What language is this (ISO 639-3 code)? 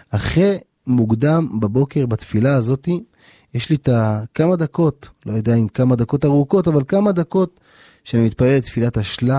heb